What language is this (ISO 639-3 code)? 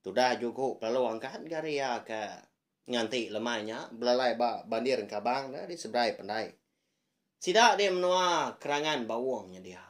iba